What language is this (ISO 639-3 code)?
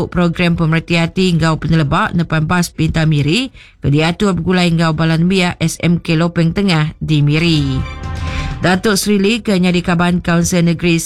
iba